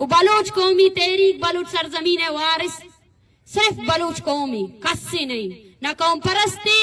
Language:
Baluchi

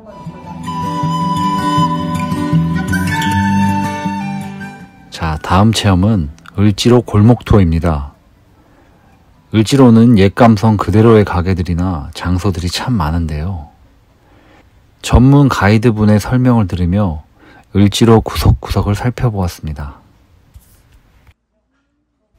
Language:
Korean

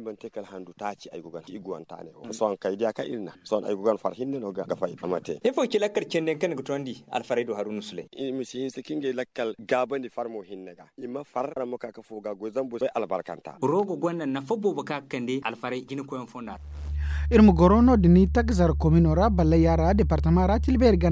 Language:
Zarma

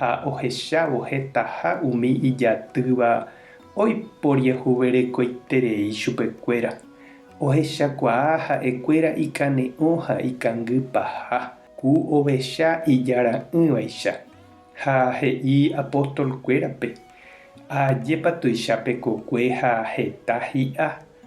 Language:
Guarani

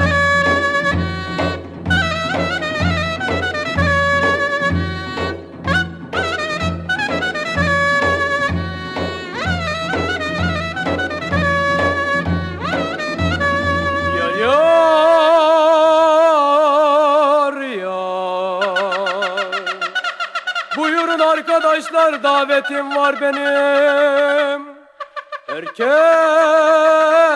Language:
Turkish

